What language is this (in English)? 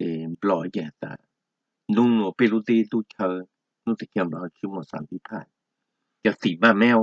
Hmong